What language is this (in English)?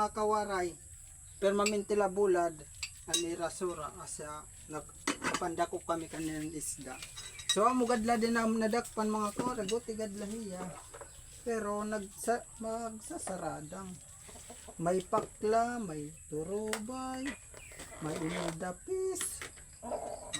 Waray